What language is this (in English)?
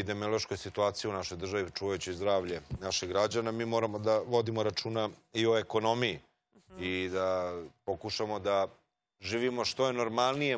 Serbian